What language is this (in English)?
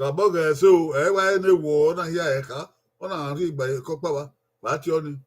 Bini